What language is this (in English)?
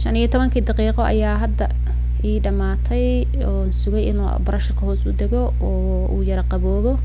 Somali